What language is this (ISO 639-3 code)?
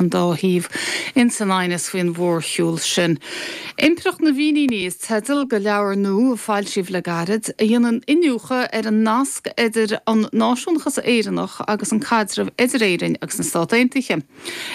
gle